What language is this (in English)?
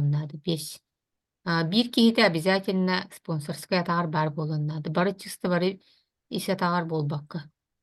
Yakut